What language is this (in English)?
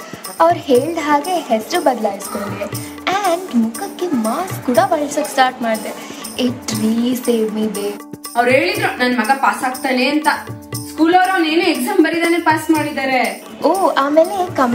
Kannada